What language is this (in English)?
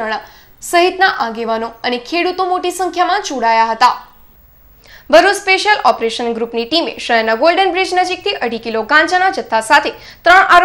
Gujarati